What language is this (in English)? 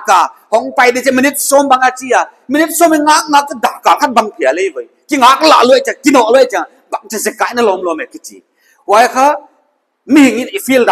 Paite Chin